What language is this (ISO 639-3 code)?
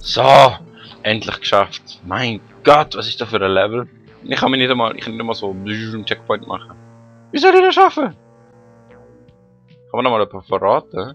gsw